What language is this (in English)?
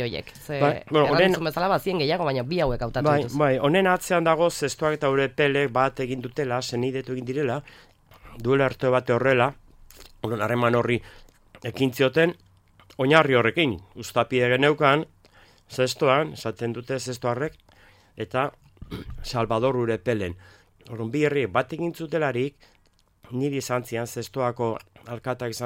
Basque